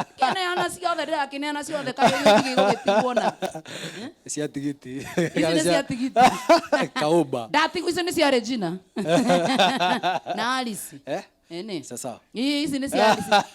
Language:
Kikuyu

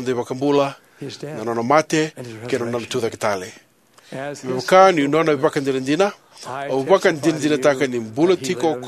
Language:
Fijian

